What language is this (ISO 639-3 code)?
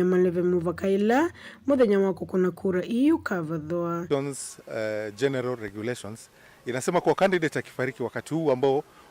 kam